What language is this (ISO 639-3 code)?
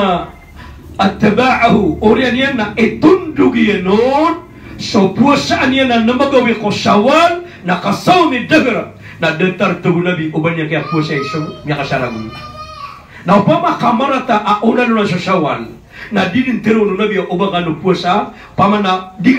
mrw